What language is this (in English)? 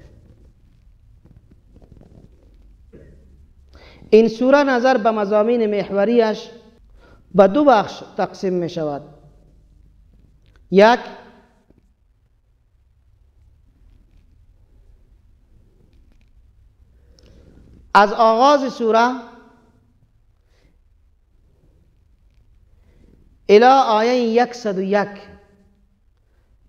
Persian